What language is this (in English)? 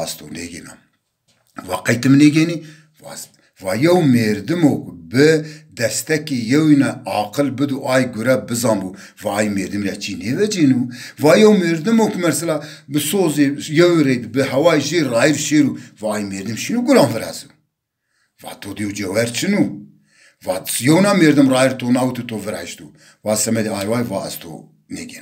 Zaza